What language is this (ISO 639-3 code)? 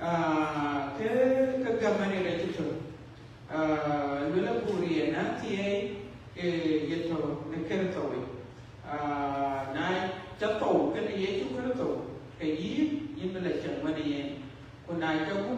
din